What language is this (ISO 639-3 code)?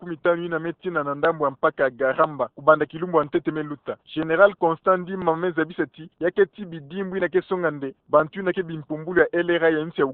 ktu